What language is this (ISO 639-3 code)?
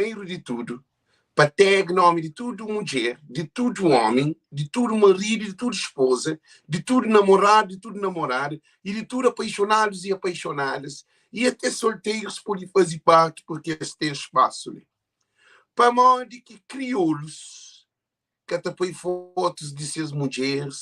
kea